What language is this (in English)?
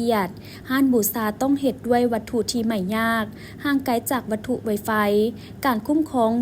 Lao